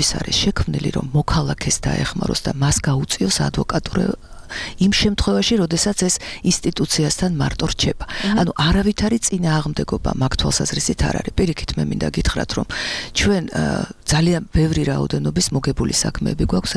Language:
Georgian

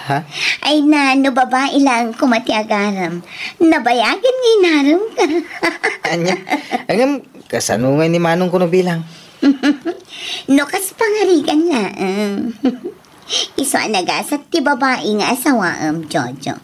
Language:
Iloko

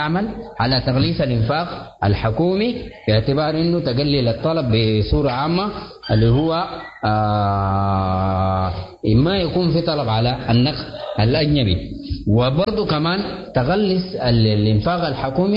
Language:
Sudanese Arabic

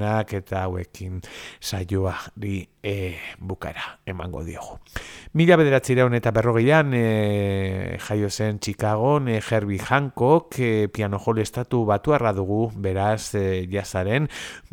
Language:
Basque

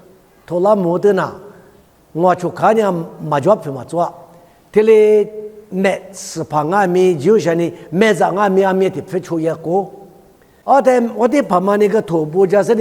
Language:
Lisu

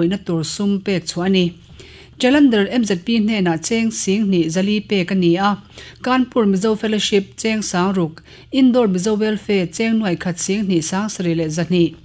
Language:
Mizo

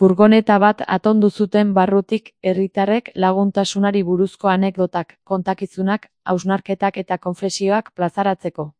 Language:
Basque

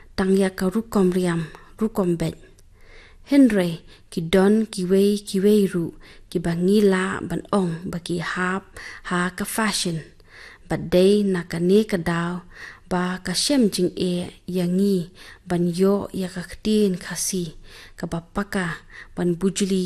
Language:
Khasi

